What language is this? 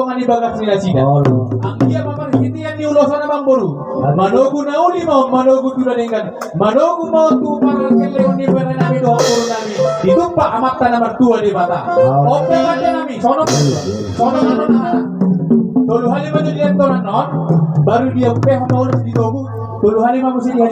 Batak Toba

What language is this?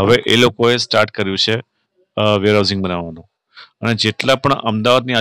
Gujarati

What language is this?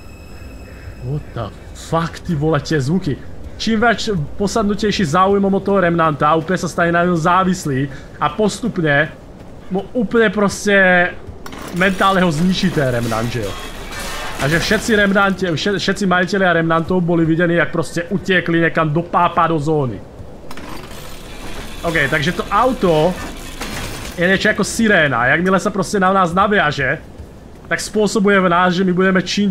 Slovak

